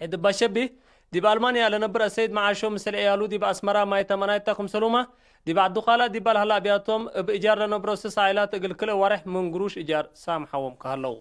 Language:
Tigre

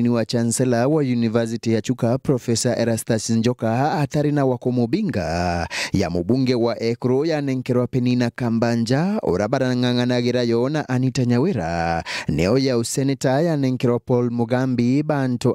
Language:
Meru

